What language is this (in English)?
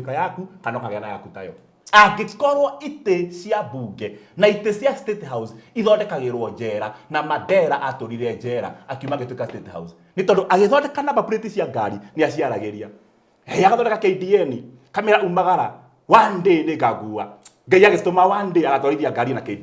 Kikuyu